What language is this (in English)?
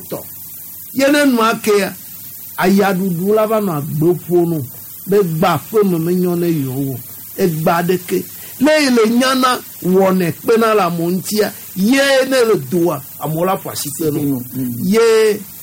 Gen